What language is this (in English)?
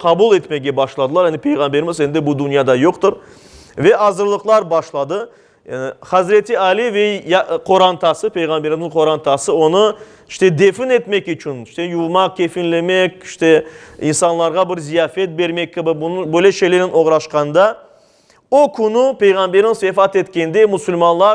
Crimean Tatar